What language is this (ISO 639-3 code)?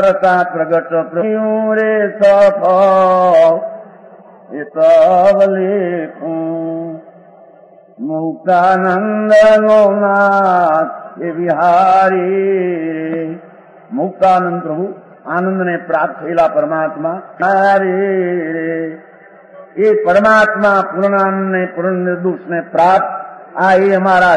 guj